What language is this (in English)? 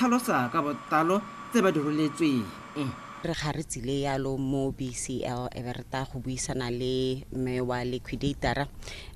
Tswana